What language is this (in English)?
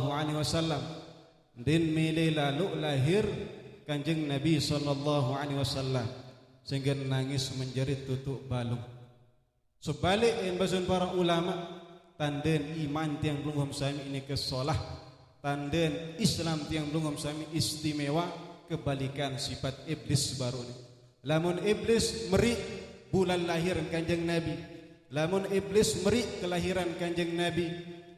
Sasak